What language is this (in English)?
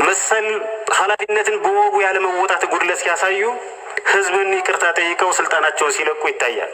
Amharic